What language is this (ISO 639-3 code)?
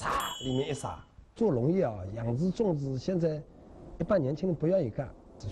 zho